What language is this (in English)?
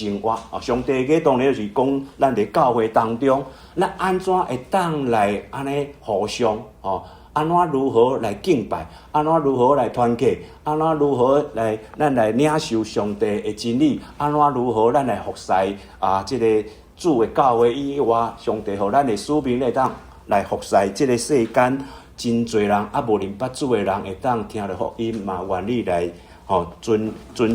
Min Nan Chinese